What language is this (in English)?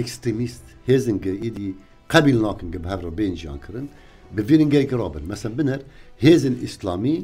Kurdish